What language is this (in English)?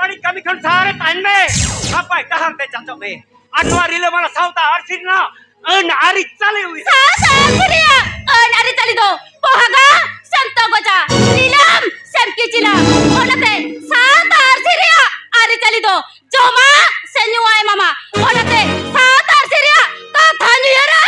Santali